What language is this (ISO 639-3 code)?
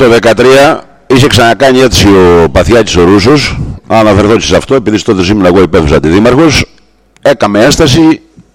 ell